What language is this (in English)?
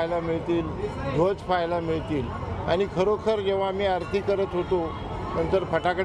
Marathi